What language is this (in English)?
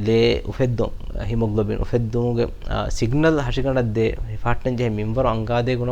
Divehi